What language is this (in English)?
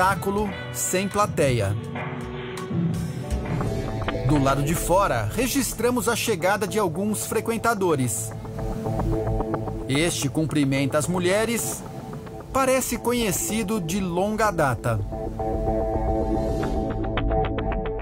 Portuguese